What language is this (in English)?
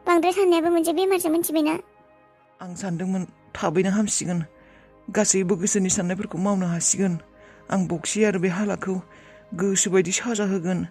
Bodo